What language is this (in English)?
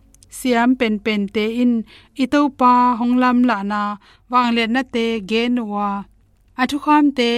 Tedim Chin